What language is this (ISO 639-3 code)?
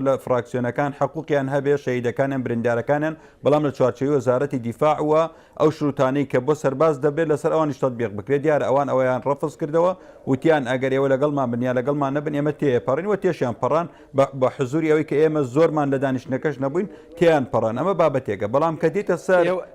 ckb